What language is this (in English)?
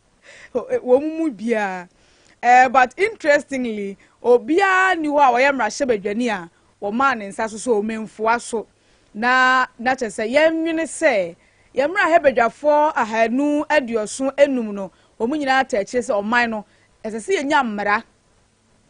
Akan